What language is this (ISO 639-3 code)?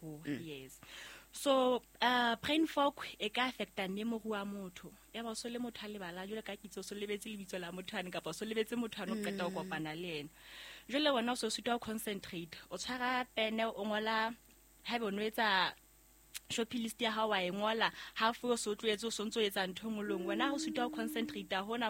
sot